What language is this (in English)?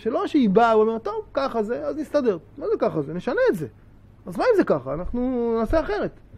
Hebrew